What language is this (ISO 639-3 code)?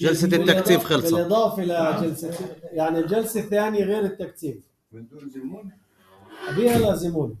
apc